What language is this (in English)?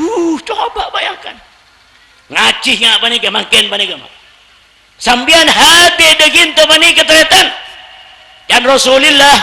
Madurese